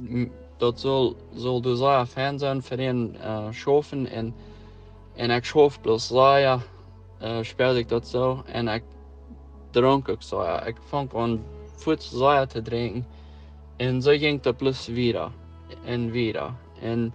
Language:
Plautdietsch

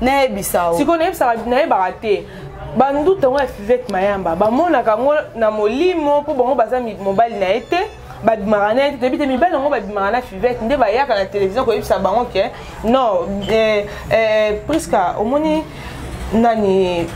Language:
Lingala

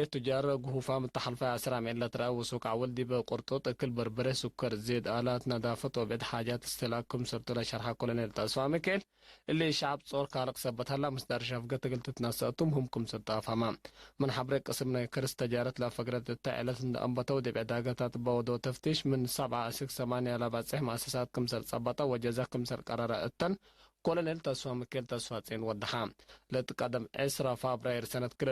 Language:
Tigre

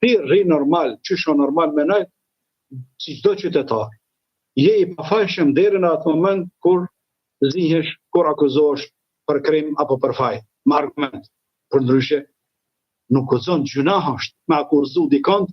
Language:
Albanian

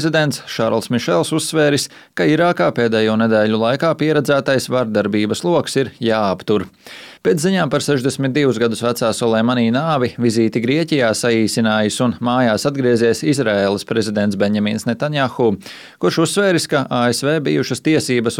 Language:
Latvian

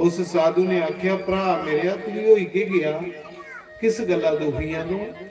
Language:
Dogri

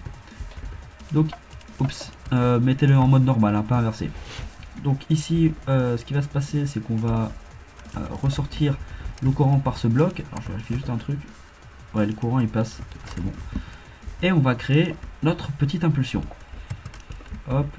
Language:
French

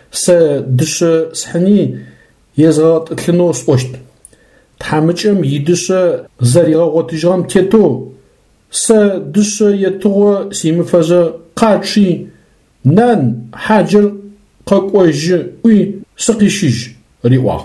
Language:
Adyghe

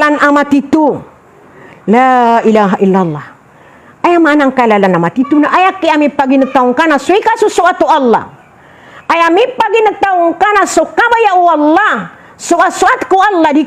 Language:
Maranao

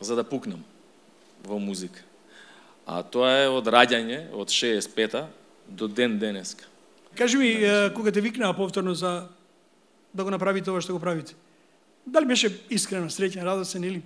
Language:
Macedonian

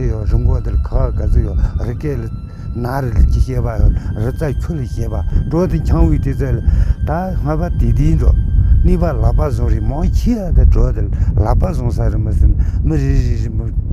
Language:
Tibetan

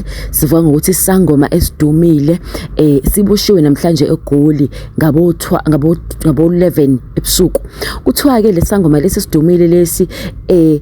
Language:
Zulu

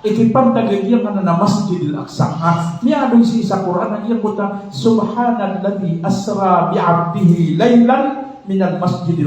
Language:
Maranao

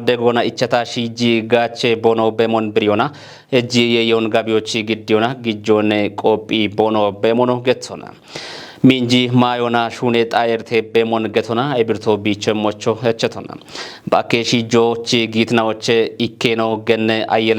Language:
Kafa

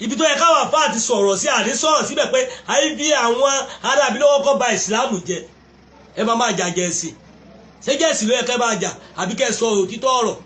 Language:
Yoruba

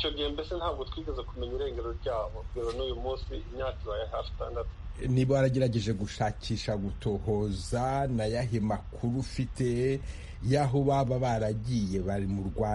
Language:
Kinyarwanda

